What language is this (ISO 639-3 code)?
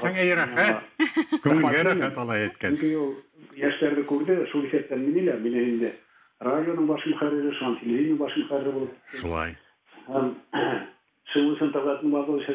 bak